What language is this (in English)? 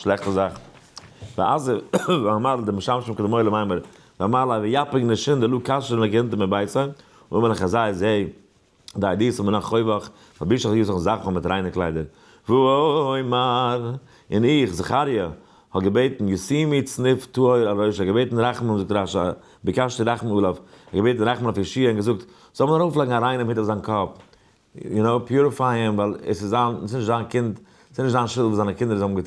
Yiddish